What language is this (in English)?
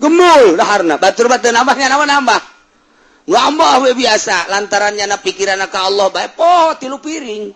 Sundanese